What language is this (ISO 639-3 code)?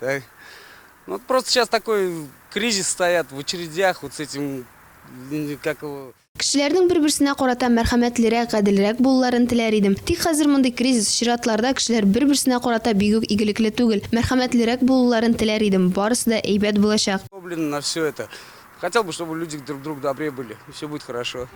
tat